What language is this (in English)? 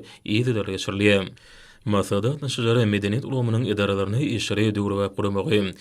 Turkmen